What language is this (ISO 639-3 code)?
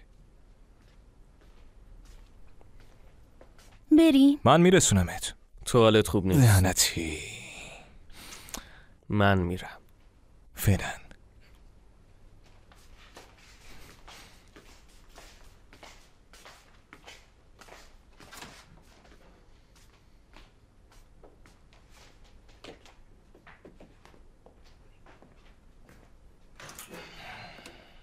fas